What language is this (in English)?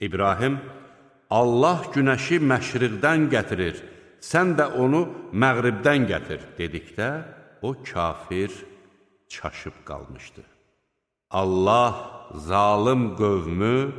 Azerbaijani